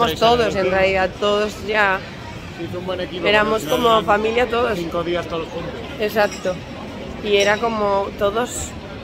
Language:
Spanish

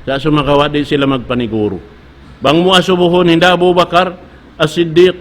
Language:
Tausug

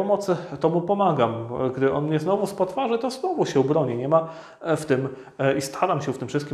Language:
Polish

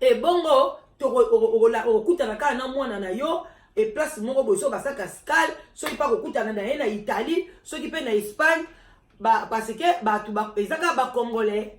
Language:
Lingala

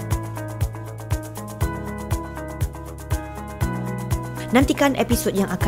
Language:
Malay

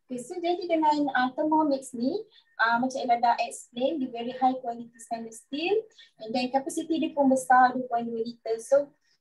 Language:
Malay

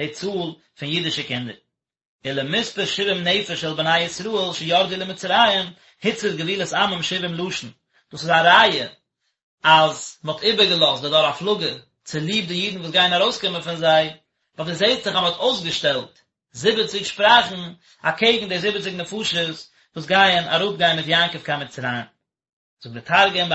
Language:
Yiddish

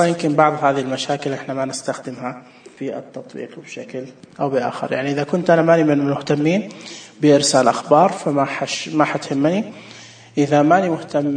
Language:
Najdi Arabic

